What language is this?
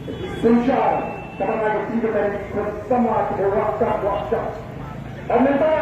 Khasi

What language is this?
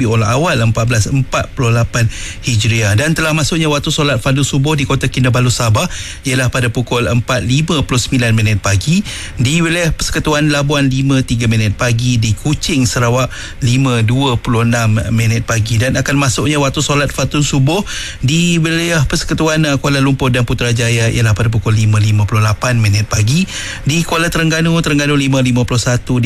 Malay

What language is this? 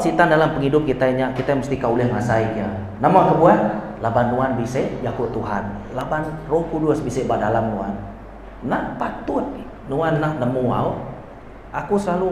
Iban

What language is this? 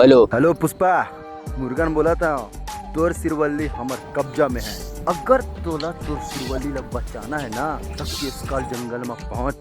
Chhattisgarhi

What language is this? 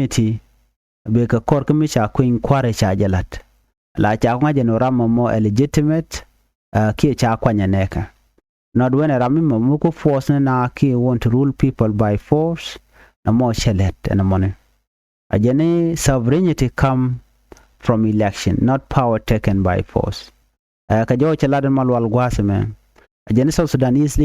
Nuer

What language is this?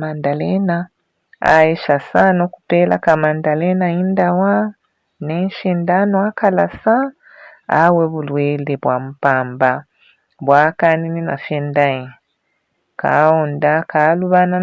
Bemba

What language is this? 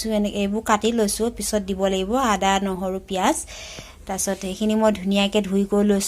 Assamese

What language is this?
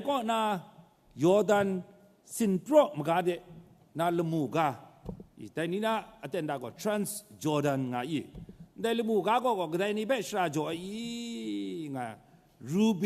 Kachin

